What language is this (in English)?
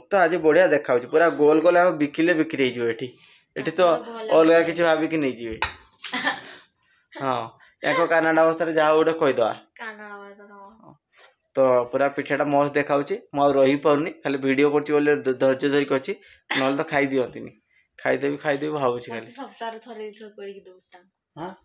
Odia